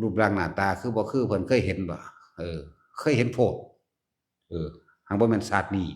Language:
Northeastern Thai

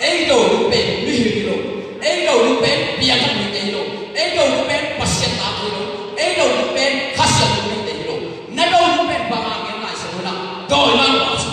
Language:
Tedim Chin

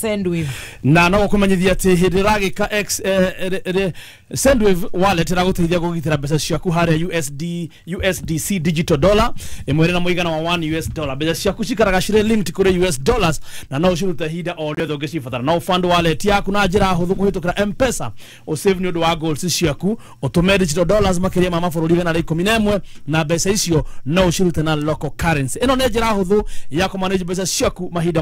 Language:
Kikuyu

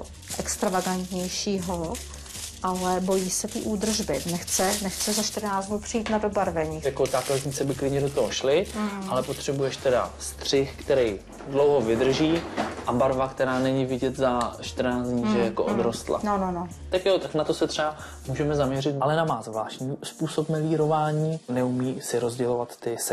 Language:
Czech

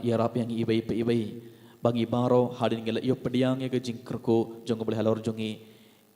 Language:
Khasi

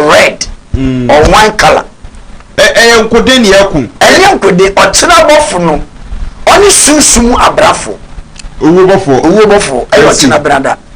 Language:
Akan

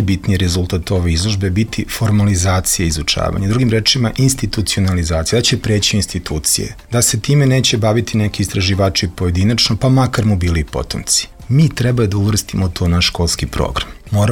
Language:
Serbian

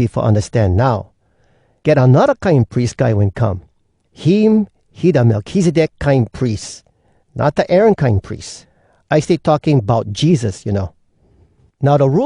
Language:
Hawai'i Creole English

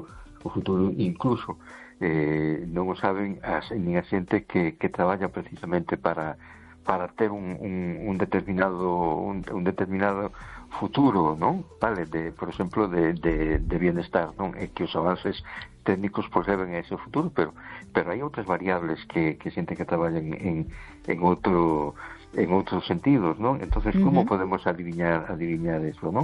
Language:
Galician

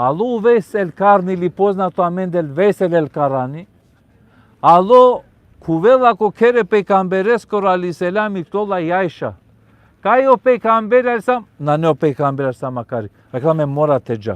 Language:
Balkan Romani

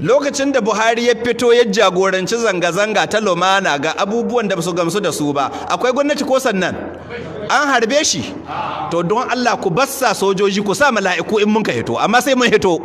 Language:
Hausa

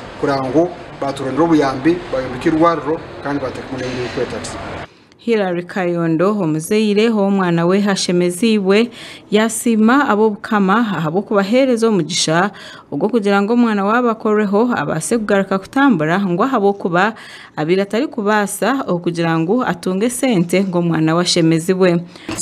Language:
Nyankole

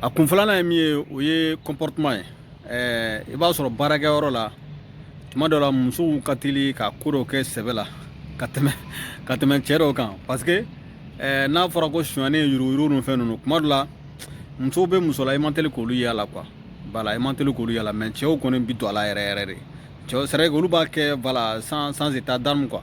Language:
Bambara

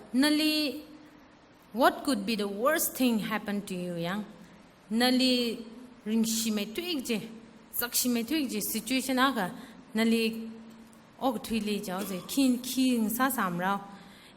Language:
Tangkhul Naga (India)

